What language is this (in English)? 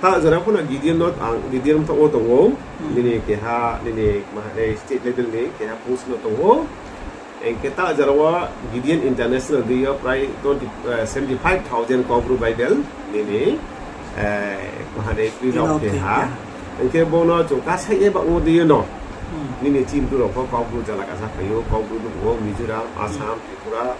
Riang (India)